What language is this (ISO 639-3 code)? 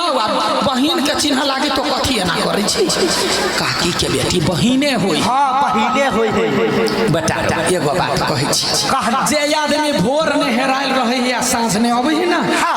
mai